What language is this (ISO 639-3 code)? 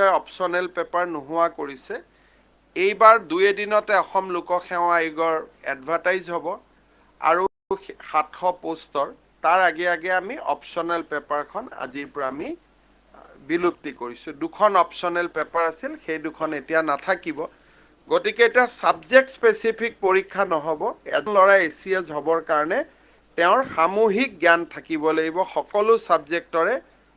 asm